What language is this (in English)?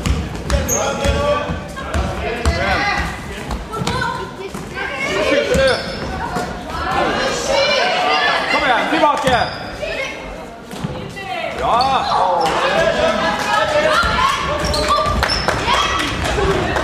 Norwegian